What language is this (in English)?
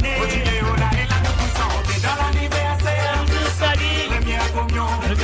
Morisyen